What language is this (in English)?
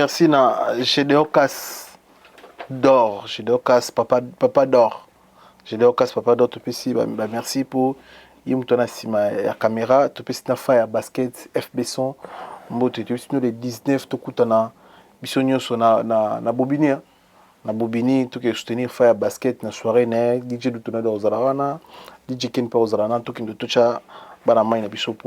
Lingala